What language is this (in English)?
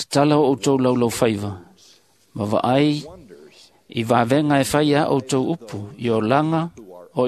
Samoan